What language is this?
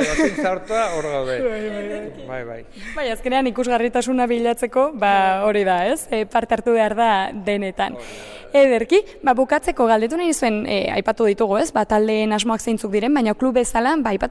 Basque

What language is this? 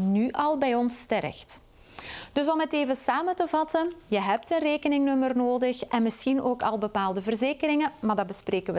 Dutch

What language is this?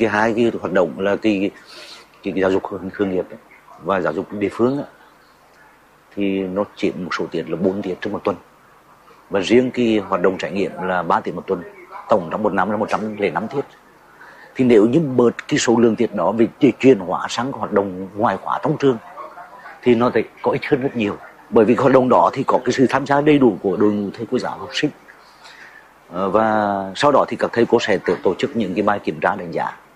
Vietnamese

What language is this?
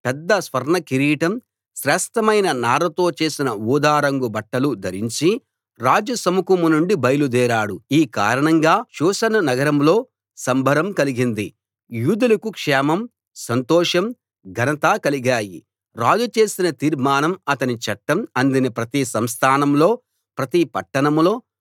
Telugu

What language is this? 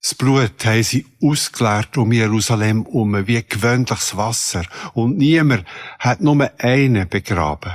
Swiss German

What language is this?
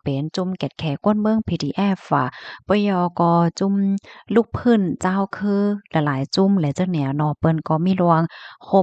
Shan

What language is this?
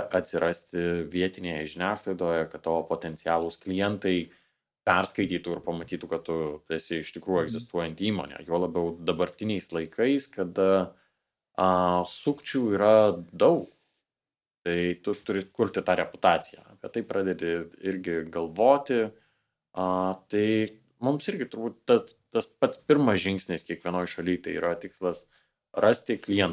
Lithuanian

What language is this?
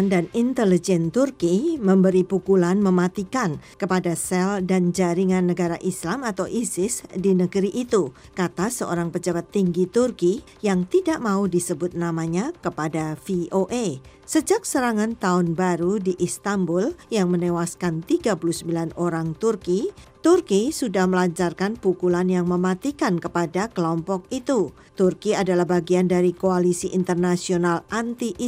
Indonesian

